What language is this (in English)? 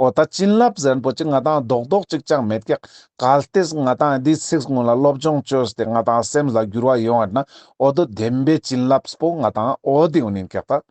Ladakhi